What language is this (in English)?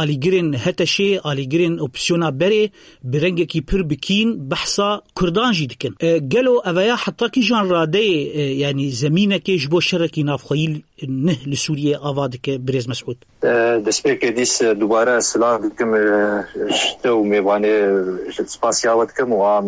Kurdish